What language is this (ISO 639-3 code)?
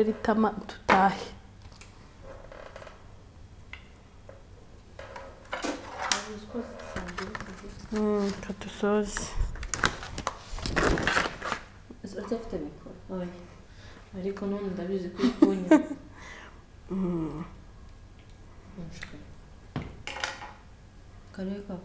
kin